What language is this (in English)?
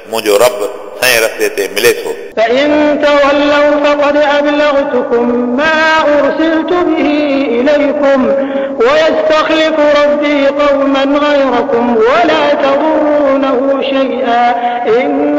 Sindhi